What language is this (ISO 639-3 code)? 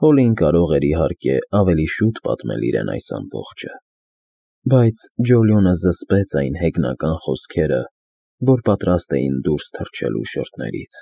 hye